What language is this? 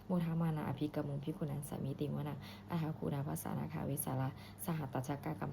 Pali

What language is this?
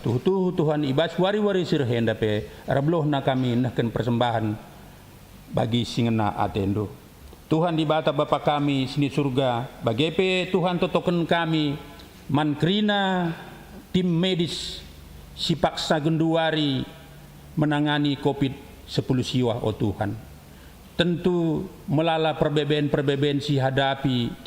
Batak Karo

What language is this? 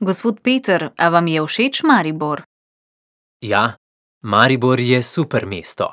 Slovenian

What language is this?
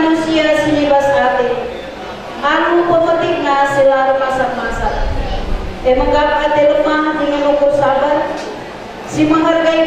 Batak Karo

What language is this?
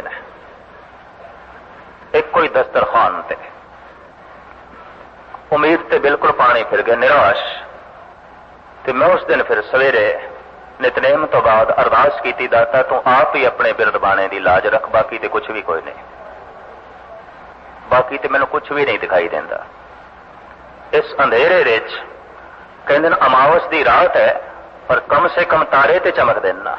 Punjabi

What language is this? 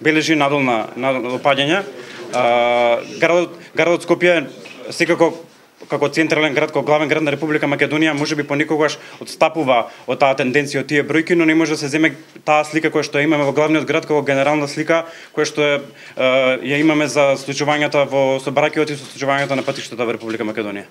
Macedonian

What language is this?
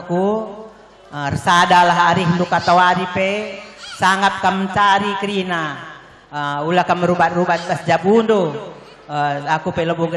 Batak Karo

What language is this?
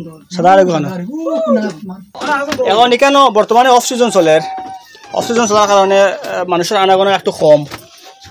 Sylheti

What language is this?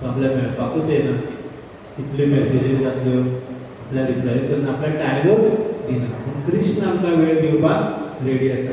Konkani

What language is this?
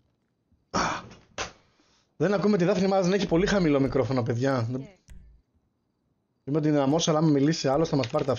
Greek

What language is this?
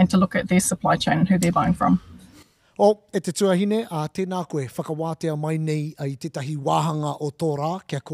Māori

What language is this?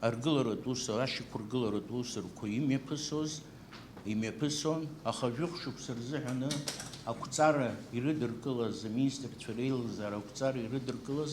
Abkhazian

